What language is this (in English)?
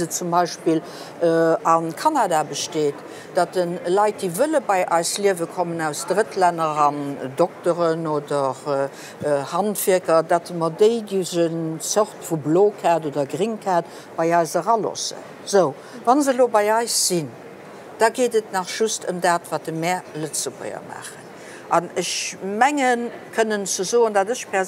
Luxembourgish